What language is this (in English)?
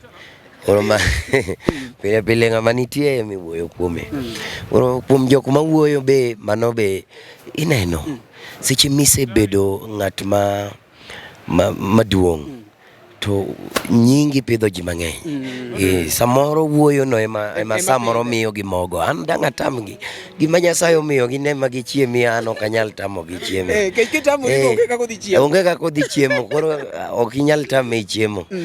Luo (Kenya and Tanzania)